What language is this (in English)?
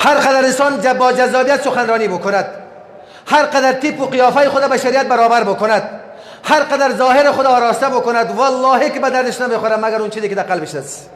Persian